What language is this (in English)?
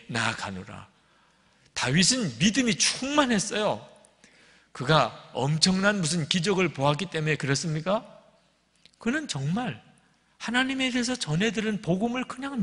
Korean